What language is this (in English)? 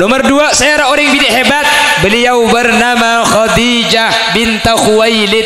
Madurese